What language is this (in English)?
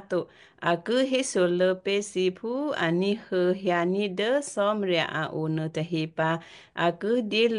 Western Kayah